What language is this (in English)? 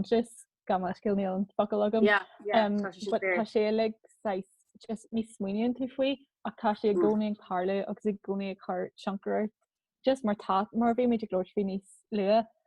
Irish